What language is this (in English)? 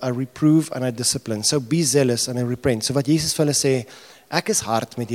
Afrikaans